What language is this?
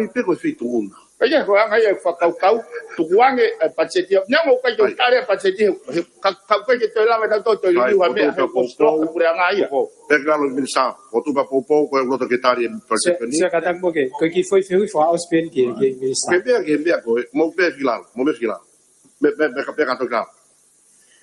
Tongan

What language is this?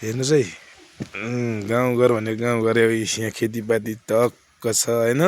Nepali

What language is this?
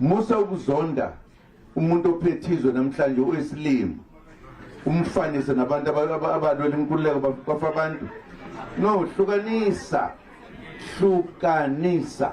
Zulu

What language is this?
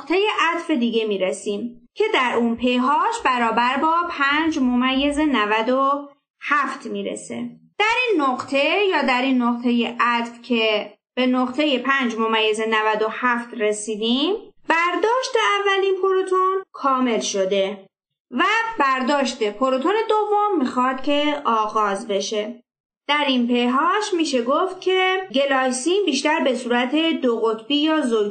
Persian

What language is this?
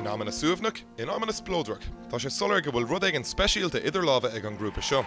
Irish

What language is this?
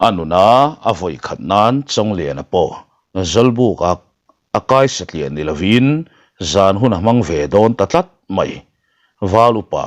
Mizo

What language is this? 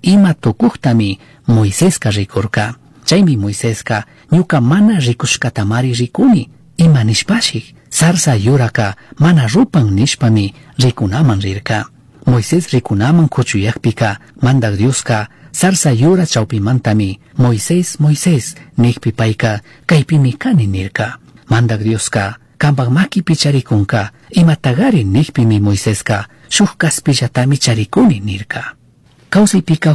Chimborazo Highland Quichua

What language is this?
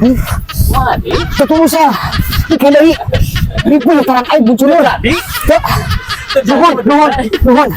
Sundanese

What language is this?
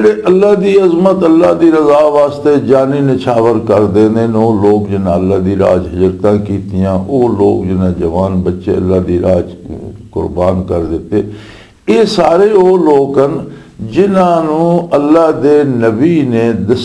Western Panjabi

